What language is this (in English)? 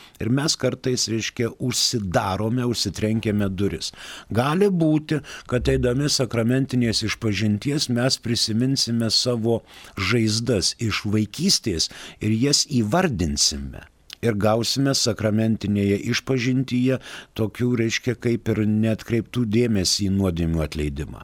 Lithuanian